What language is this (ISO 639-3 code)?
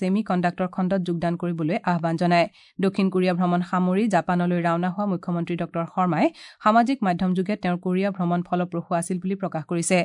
asm